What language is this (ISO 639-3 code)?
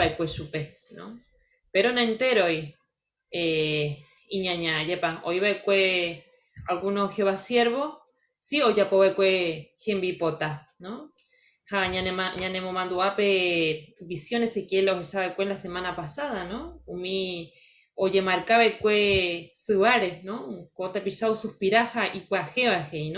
grn